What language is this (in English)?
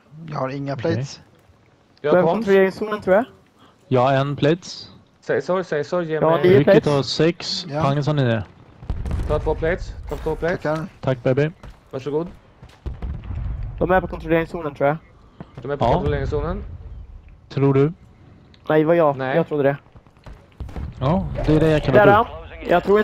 Swedish